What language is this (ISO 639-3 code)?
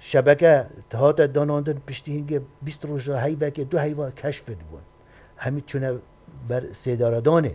kur